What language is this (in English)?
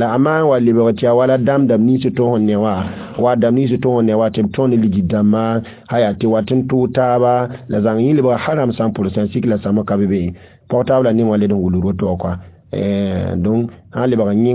Mossi